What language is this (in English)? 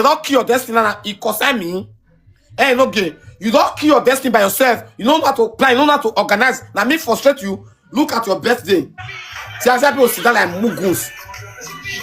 Nigerian Pidgin